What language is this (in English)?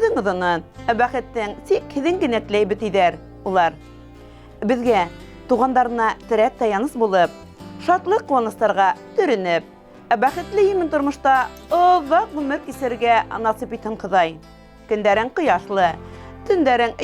Bashkir